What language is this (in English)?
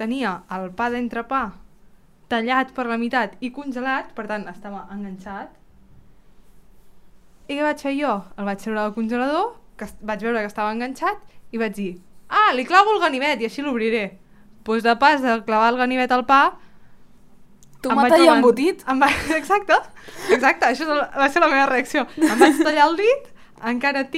Catalan